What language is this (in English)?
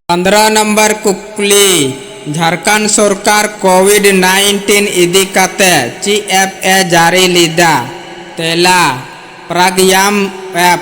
Santali